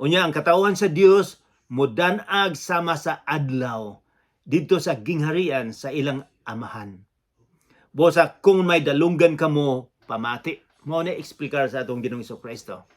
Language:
Cebuano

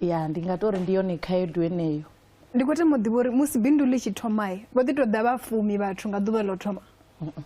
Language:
Venda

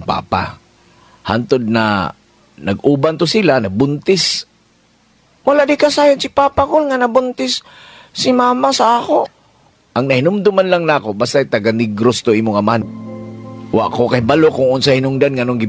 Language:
Cebuano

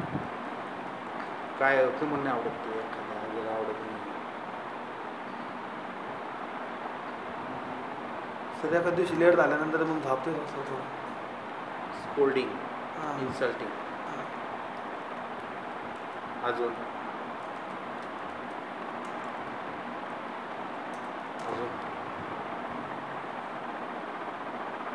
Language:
Marathi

